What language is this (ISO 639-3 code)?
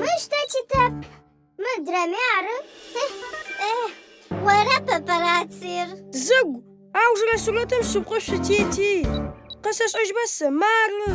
ady